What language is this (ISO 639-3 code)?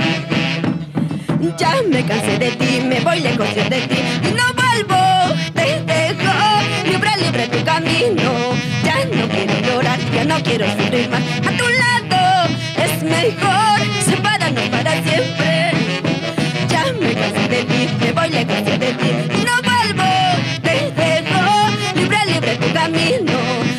spa